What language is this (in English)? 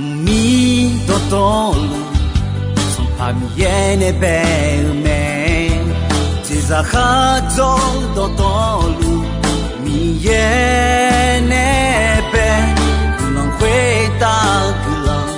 Akha